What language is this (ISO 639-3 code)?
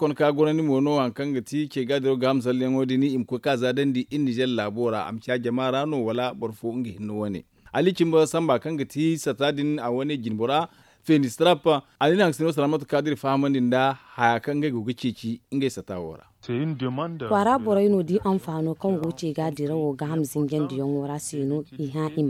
dje